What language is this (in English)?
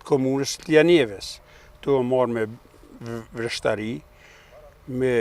Albanian